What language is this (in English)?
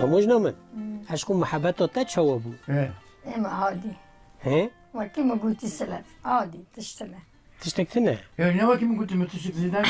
Kurdish